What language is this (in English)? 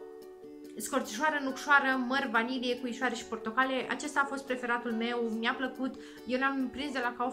Romanian